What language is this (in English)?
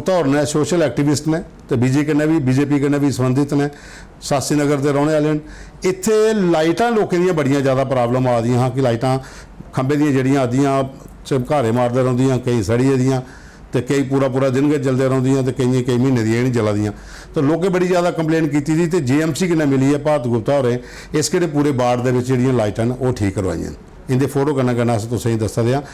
Dogri